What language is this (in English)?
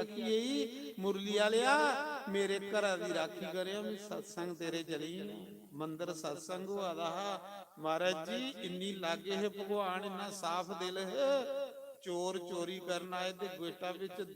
Dogri